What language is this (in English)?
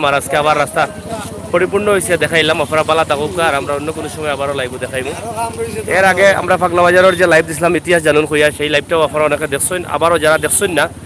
Sylheti